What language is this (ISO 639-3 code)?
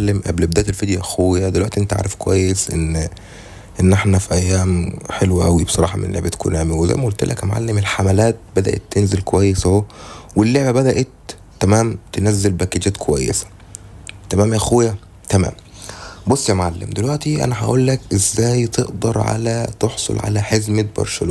arz